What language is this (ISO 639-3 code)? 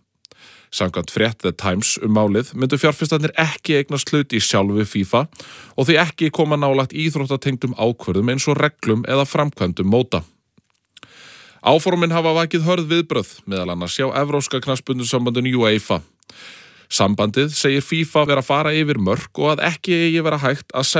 isl